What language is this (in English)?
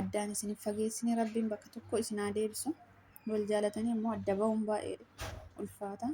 Oromo